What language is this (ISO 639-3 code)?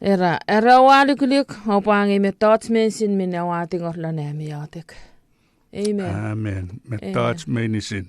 chk